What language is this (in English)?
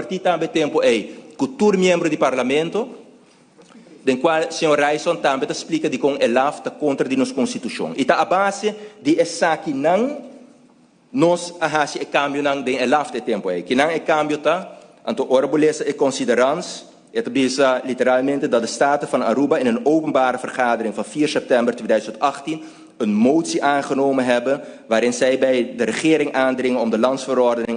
Papiamento